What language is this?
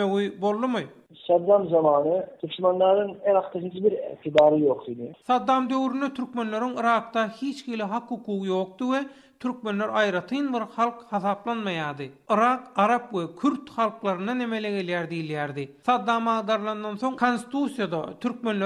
Turkmen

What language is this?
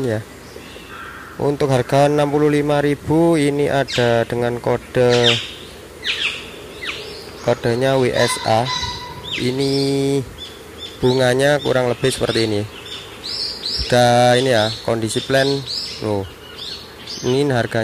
Indonesian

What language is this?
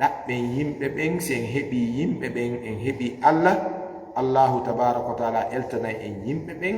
Fula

